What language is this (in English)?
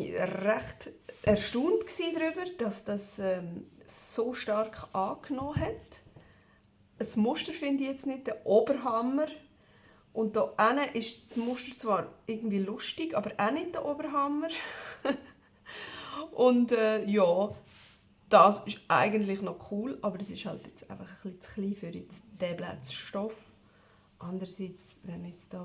Swiss German